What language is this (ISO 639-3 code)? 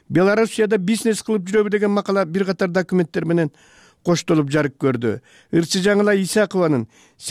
kir